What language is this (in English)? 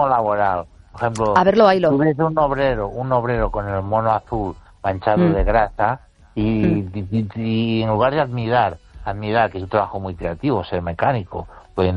Spanish